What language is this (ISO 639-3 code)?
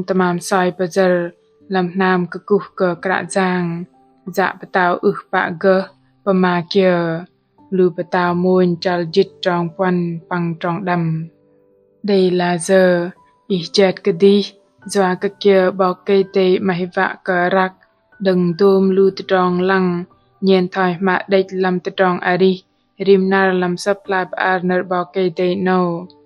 bdq